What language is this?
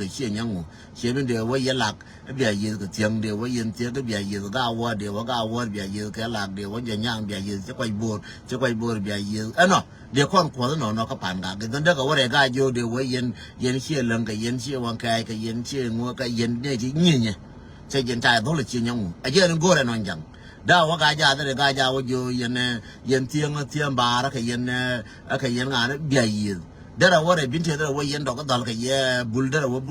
Nuer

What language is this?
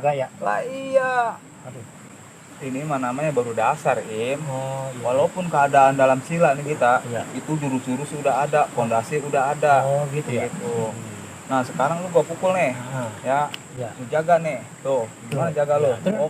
Betawi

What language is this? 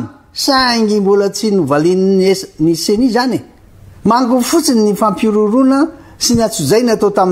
Malagasy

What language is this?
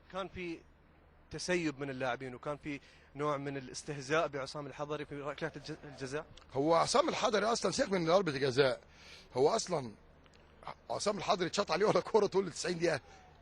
Egyptian Arabic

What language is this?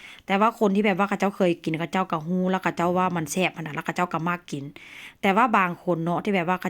Northeastern Thai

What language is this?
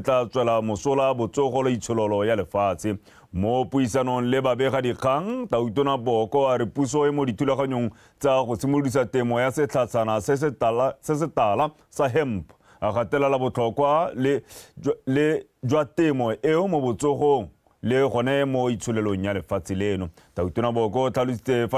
Tswana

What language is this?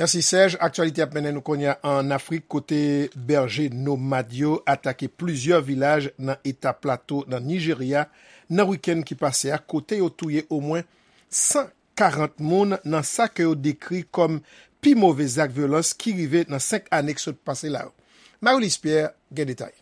Haitian Creole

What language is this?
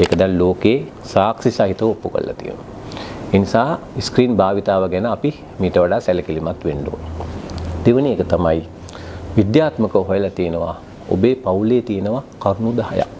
Sinhala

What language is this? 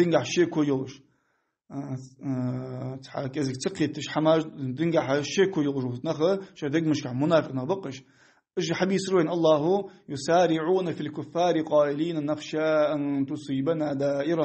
Ingush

